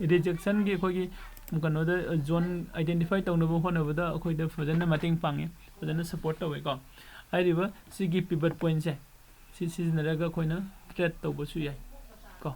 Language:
Manipuri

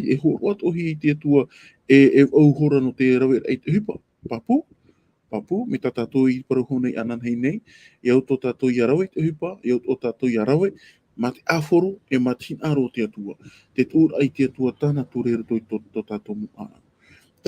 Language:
Tahitian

